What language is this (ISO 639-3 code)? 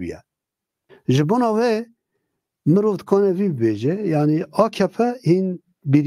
kur